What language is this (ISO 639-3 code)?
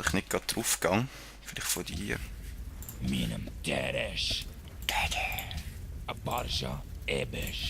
gsw